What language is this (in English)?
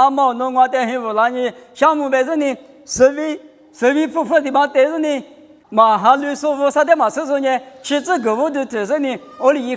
Lisu